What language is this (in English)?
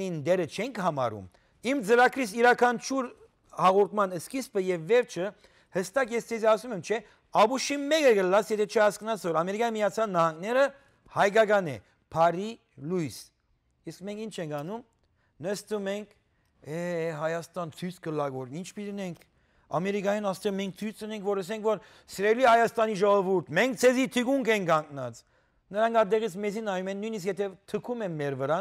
Western Armenian